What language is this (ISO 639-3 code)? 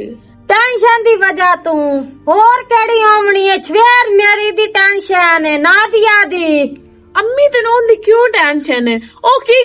lah